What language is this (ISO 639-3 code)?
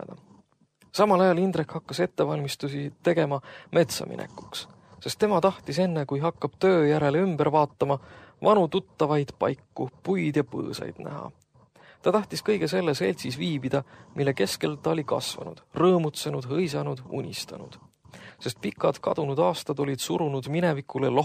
est